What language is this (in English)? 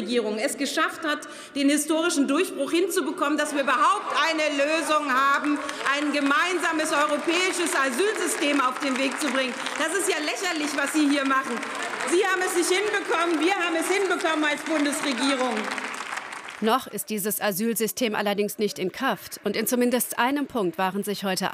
German